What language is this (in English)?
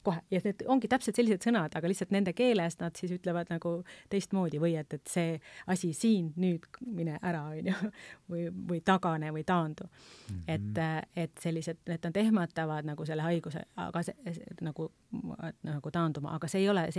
Estonian